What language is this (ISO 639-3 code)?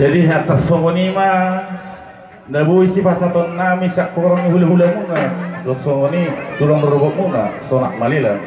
bbc